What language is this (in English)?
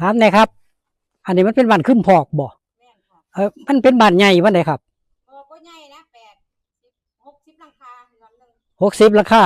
Northeastern Thai